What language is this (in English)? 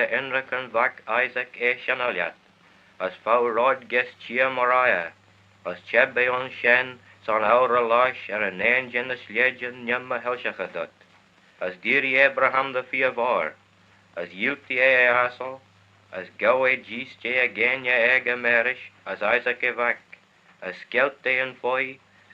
Manx